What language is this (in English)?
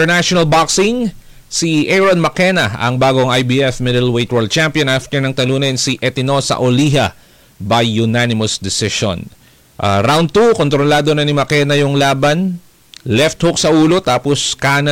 Filipino